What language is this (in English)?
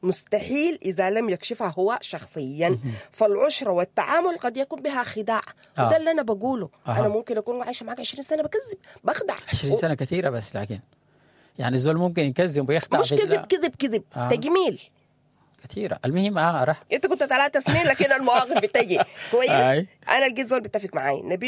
Sudanese Arabic